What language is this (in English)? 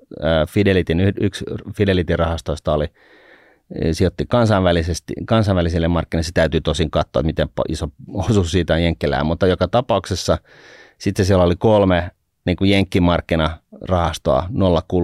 Finnish